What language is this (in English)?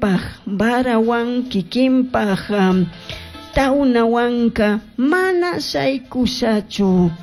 Chimborazo Highland Quichua